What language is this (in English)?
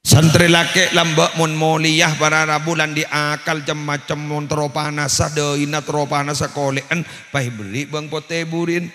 Madurese